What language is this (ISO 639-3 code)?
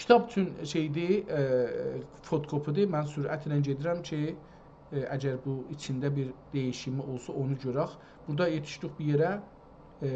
azb